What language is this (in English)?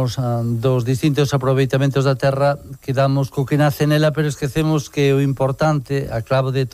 Galician